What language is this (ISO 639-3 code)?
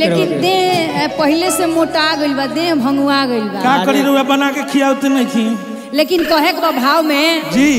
bho